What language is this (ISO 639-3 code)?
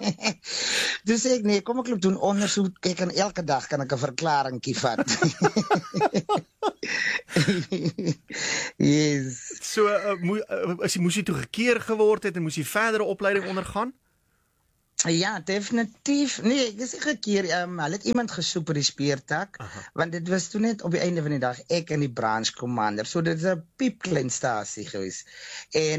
afr